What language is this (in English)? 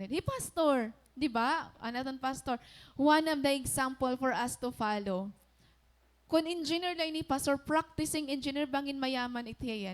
Waray